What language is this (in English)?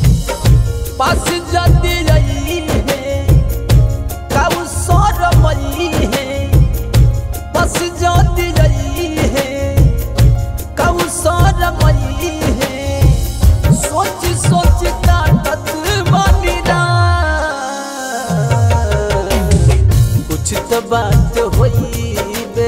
Bhojpuri